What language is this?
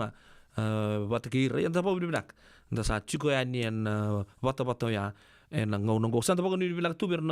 Fijian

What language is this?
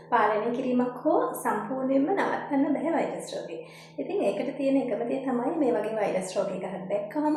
Sinhala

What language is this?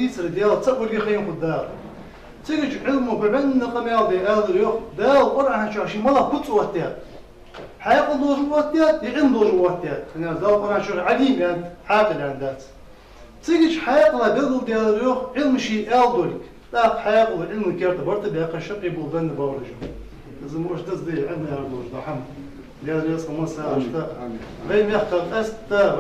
Ingush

